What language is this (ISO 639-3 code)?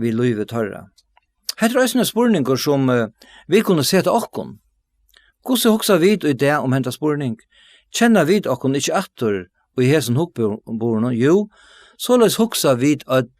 fao